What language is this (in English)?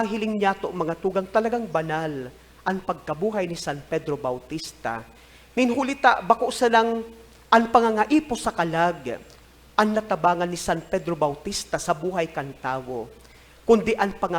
Bikol